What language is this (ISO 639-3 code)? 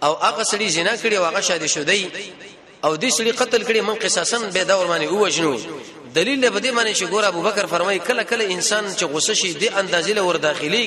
pus